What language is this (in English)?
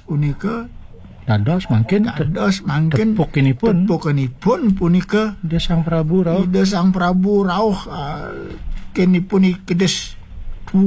Balinese